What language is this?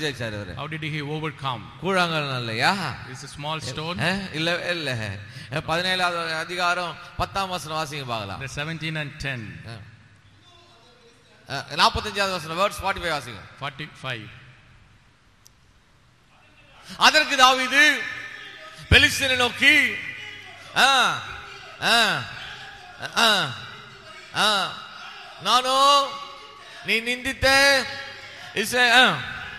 Tamil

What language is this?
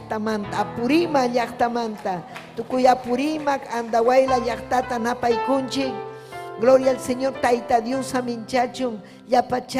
Ayacucho Quechua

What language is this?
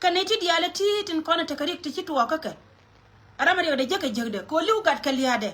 Nuer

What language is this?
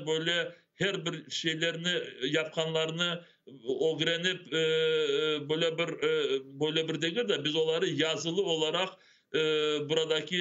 Crimean Tatar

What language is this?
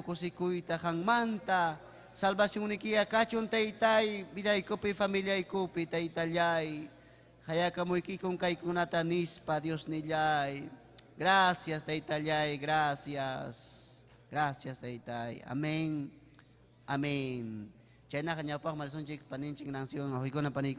Ayacucho Quechua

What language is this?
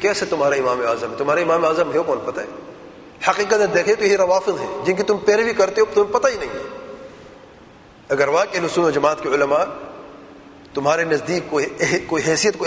Urdu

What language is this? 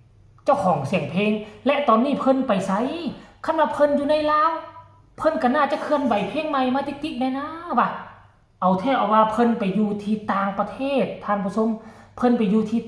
Northeastern Thai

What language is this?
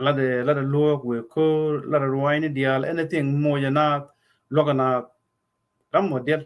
Nuer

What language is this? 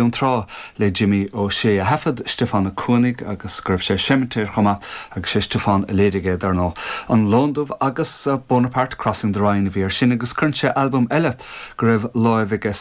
Irish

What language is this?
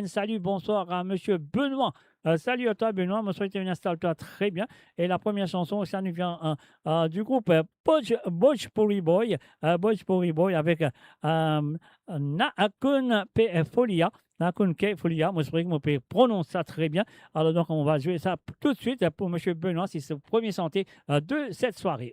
Morisyen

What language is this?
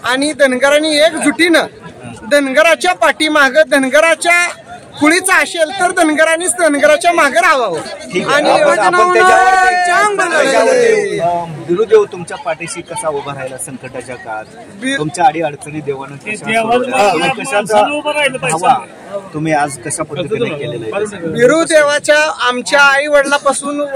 Marathi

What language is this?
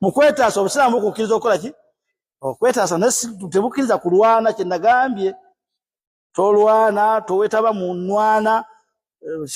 Ganda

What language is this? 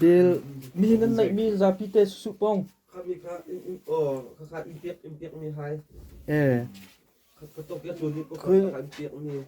Hakha Chin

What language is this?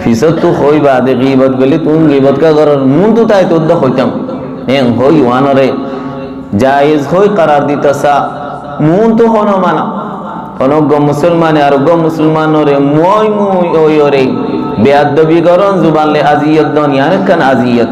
Rohingya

